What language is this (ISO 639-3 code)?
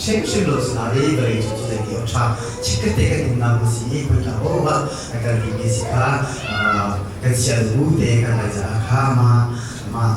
cnh